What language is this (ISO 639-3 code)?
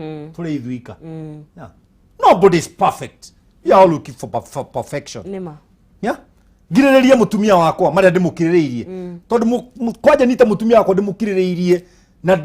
kik